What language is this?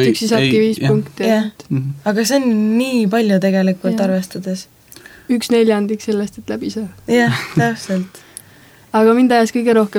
Estonian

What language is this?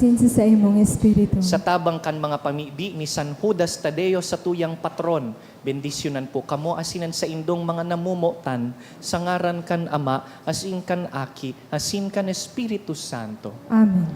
Bikol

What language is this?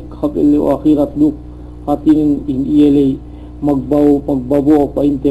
Yakan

